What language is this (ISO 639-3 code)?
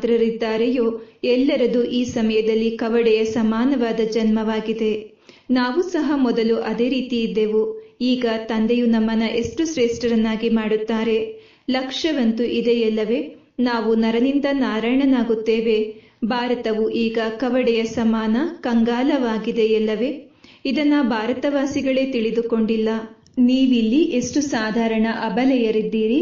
kan